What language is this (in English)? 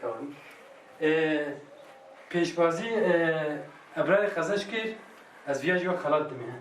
Kurdish